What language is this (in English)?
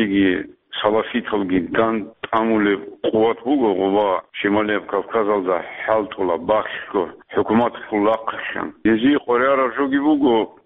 Avaric